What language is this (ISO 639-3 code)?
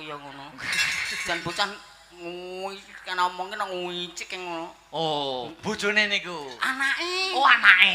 jav